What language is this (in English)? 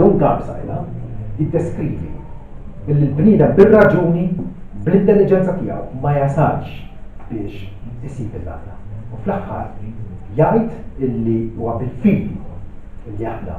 Maltese